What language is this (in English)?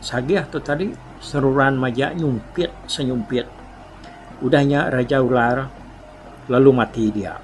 Iban